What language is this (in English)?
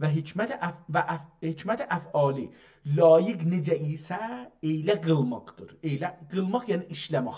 South Azerbaijani